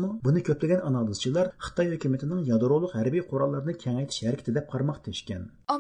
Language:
Uyghur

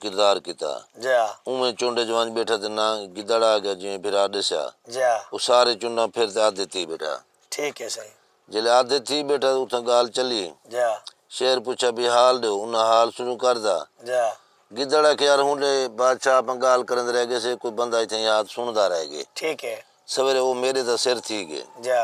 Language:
Saraiki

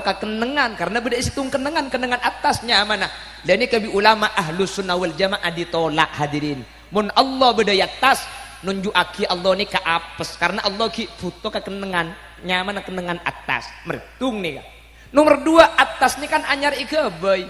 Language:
Madurese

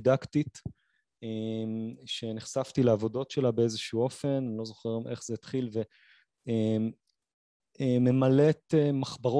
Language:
Hebrew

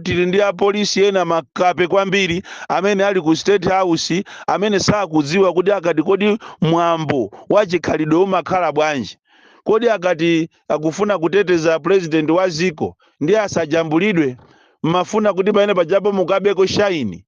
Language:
Nyanja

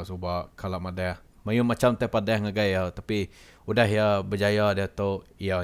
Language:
Iban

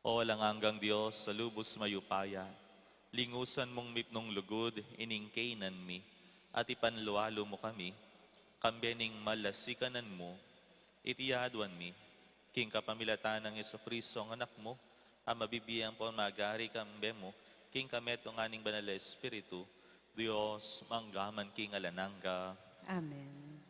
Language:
Pampanga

